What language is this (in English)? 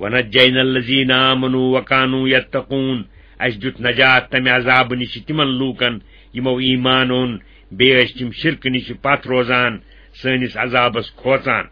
Kashmiri